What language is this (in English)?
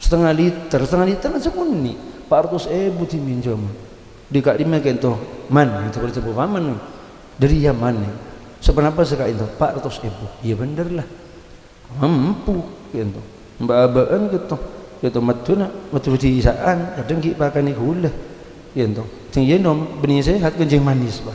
Madurese